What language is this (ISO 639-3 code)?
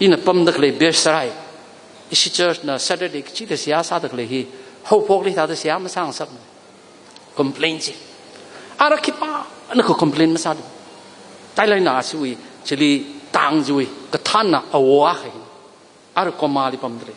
nmf